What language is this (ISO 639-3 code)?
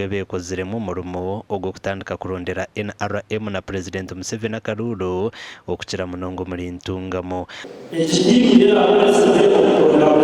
nyn